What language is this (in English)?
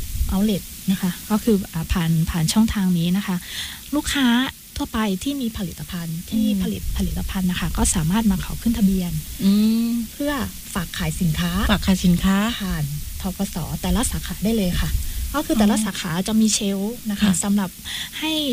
Thai